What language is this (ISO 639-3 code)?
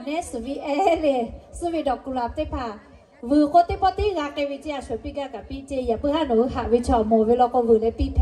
lhu